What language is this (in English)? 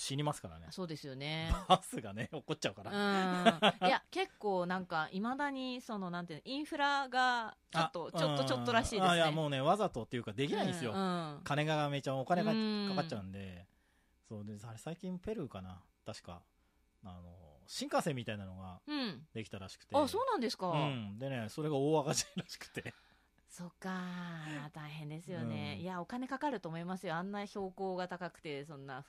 Japanese